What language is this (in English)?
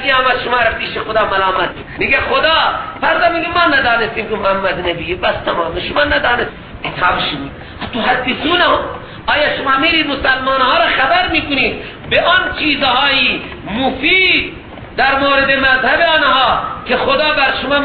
Persian